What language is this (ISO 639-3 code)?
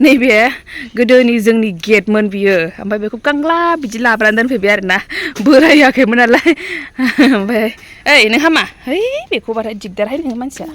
brx